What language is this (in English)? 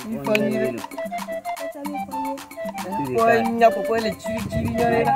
Ewe